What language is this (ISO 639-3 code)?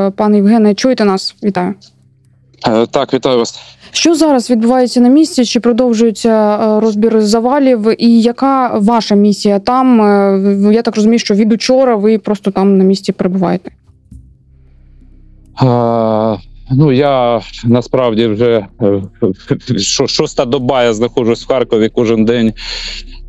ukr